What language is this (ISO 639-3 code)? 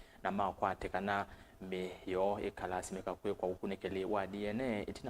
kam